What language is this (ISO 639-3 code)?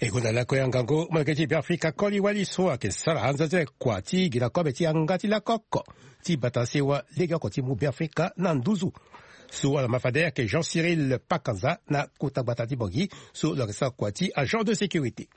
sag